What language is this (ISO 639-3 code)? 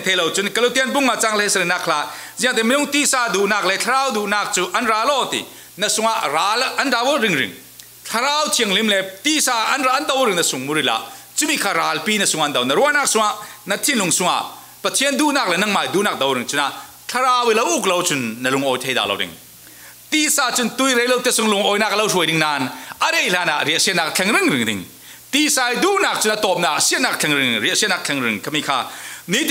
cfm